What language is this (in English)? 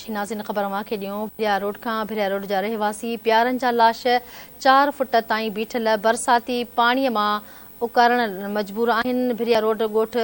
Sindhi